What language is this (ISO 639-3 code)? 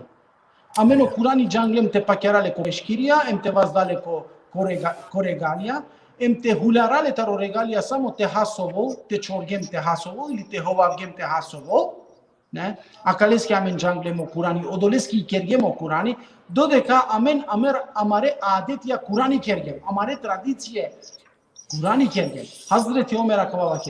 rmn